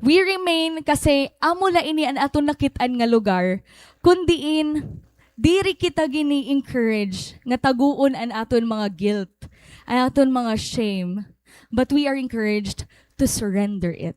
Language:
Waray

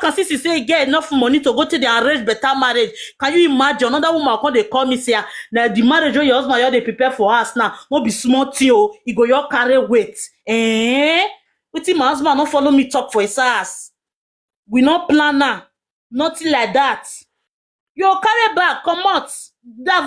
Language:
Nigerian Pidgin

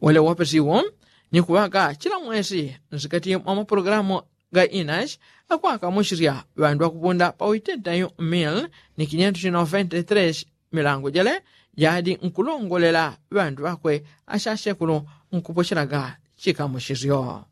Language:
Yao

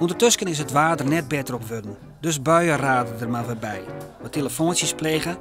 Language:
Western Frisian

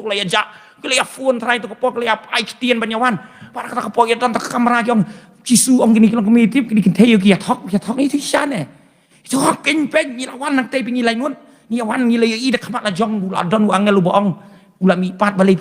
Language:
Khasi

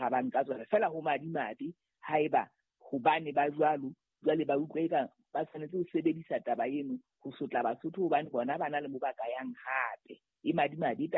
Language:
Southern Sotho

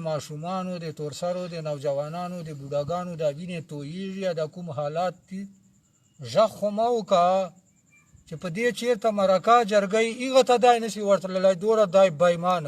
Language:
Pashto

